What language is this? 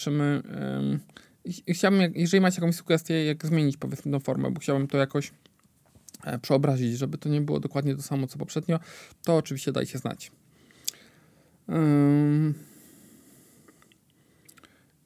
Polish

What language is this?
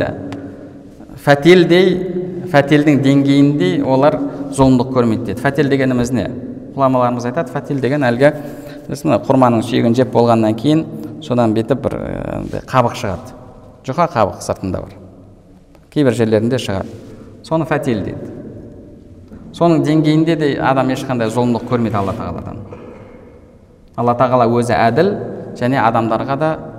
Kazakh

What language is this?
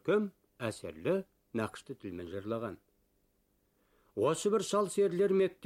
Kazakh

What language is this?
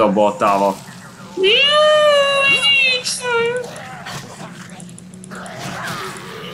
Hungarian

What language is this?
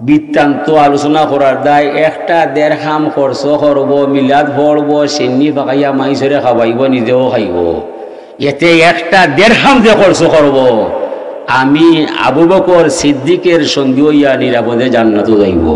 Sylheti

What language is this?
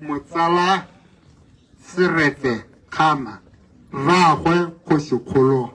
Tswana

